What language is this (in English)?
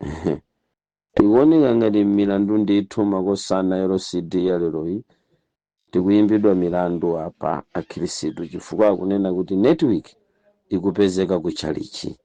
Nyanja